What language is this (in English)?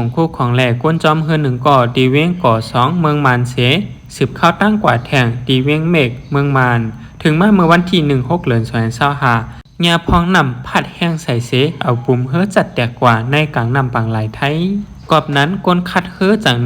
Shan